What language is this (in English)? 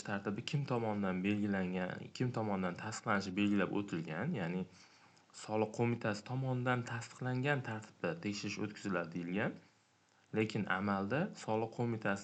Uzbek